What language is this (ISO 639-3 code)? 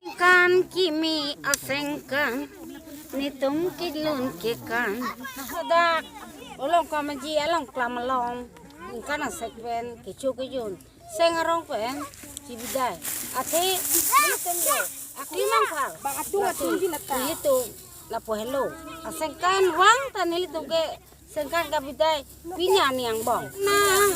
mjw